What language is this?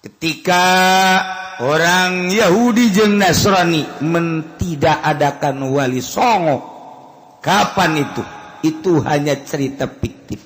Sundanese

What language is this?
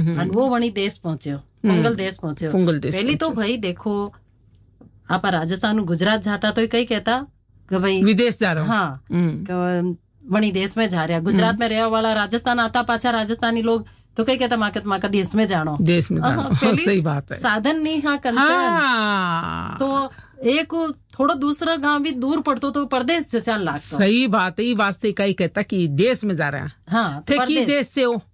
Hindi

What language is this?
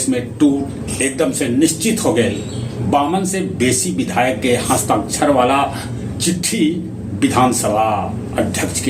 Magahi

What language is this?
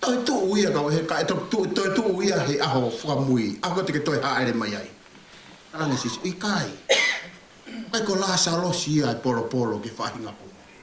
Tongan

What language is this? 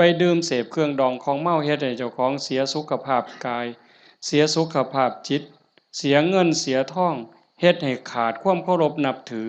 Northeastern Thai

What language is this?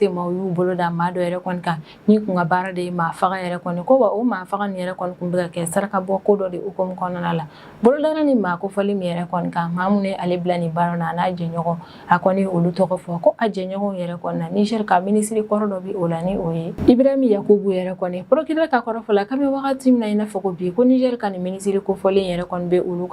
Bambara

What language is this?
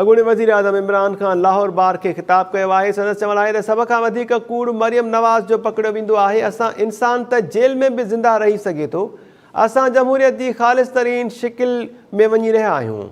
Sindhi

